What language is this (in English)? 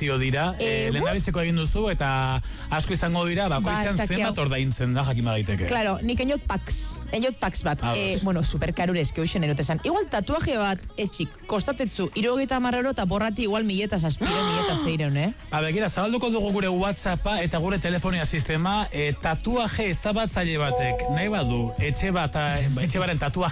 Basque